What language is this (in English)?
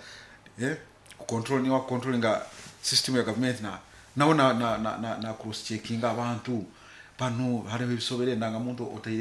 Nyoro